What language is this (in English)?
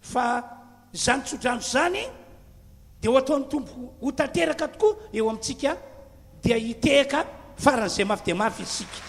Malagasy